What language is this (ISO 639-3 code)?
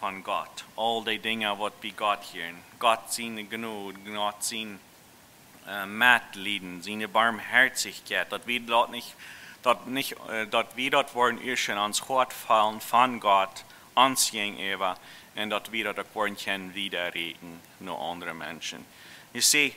pdt